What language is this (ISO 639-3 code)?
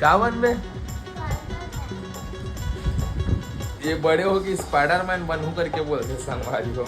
hne